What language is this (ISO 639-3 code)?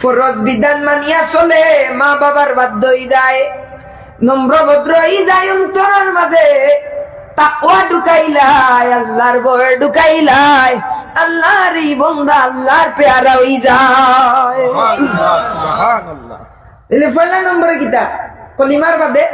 syl